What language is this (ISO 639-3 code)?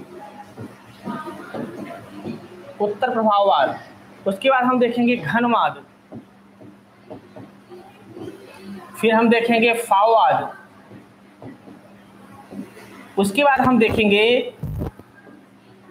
hin